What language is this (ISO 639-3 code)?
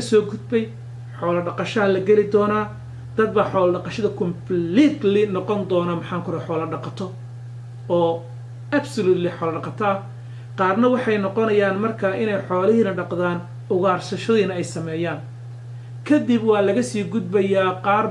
som